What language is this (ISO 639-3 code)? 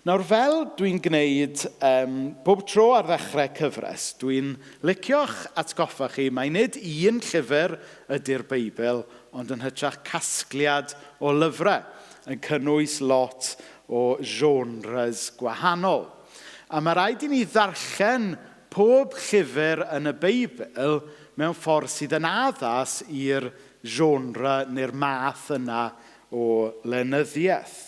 cym